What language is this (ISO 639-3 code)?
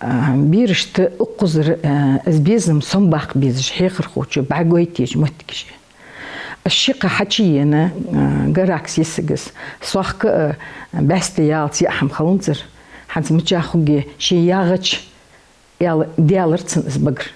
inh